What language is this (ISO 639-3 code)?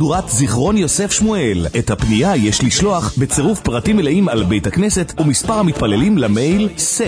heb